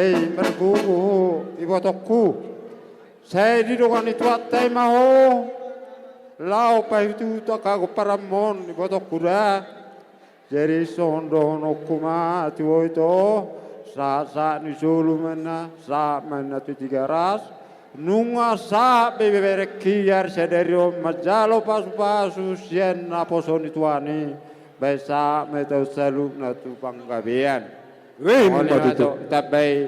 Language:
Batak Toba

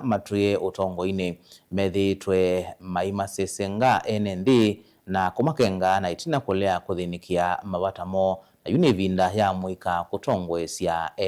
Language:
Kamba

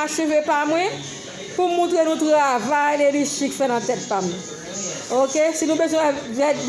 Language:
Haitian Creole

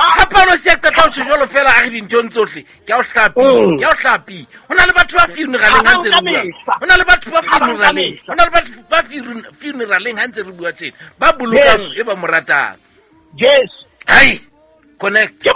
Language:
Southern Sotho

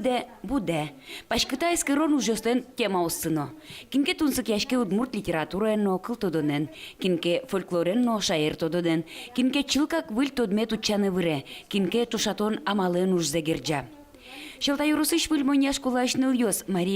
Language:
Udmurt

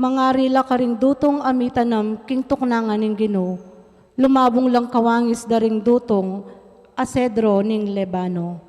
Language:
Pampanga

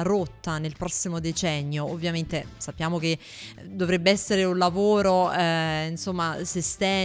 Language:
Italian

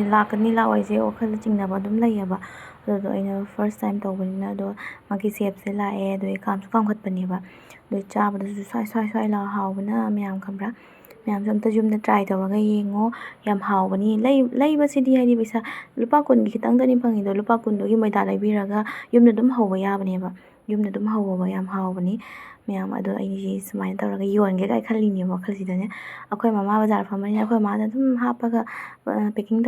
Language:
Manipuri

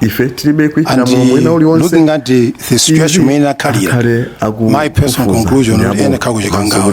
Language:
Nyanja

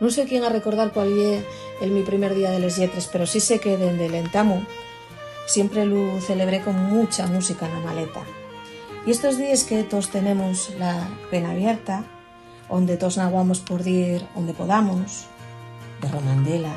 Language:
Asturian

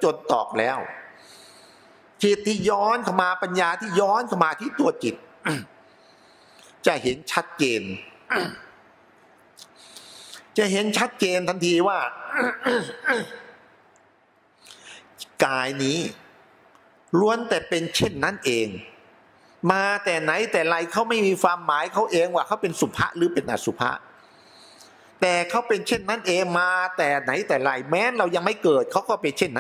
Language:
Thai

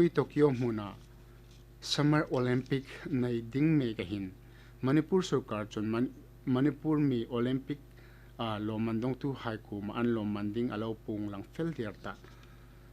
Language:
Hmar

